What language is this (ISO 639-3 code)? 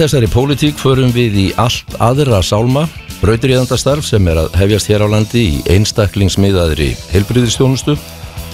isl